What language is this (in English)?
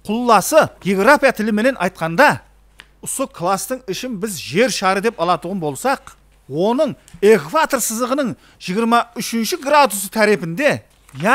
Kara-Kalpak